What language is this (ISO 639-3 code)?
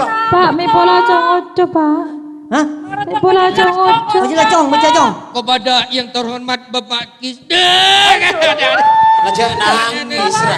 mad